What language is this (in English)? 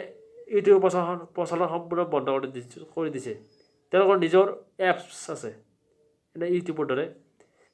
Assamese